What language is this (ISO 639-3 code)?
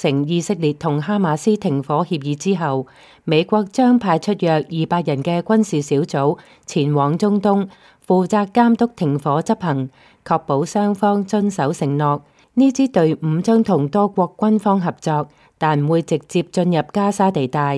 yue